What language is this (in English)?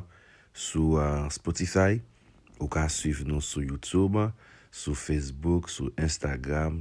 Haitian Creole